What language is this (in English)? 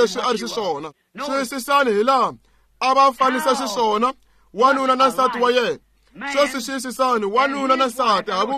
Tsonga